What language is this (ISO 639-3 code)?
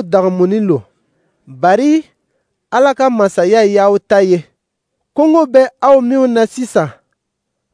dyu